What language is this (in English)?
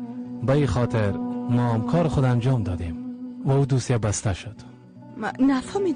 Persian